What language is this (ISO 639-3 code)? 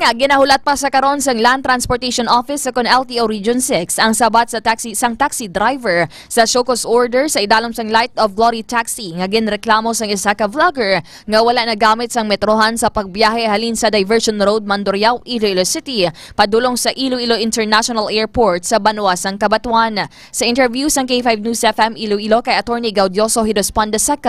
hil